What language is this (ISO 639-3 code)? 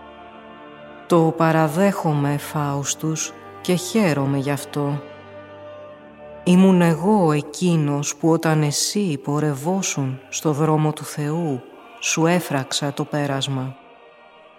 ell